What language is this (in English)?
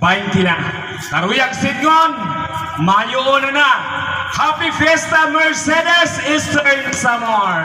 Waray